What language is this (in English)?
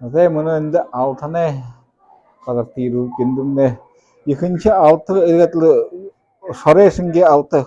Buriat